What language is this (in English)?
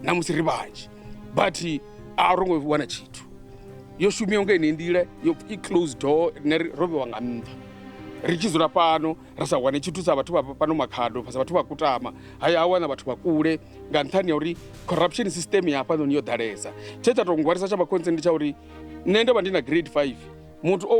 Venda